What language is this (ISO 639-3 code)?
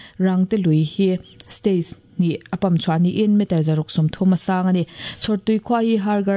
lus